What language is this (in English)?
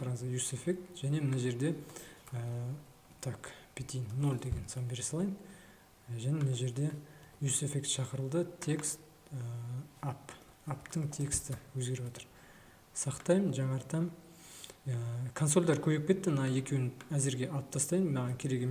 Kazakh